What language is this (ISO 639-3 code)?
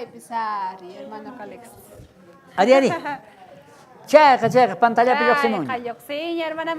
quh